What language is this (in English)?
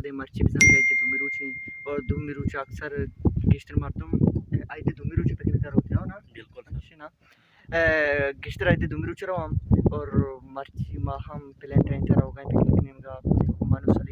Baluchi